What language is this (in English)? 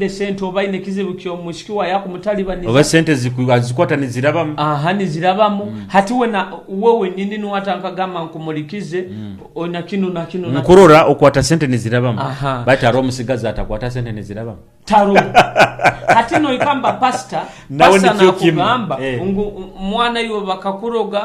Nyoro